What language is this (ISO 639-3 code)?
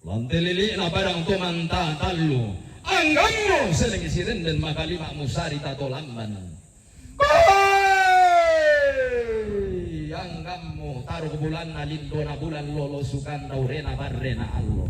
sda